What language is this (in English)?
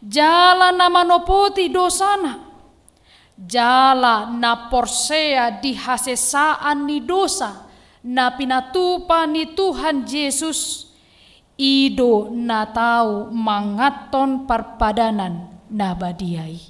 Batak Toba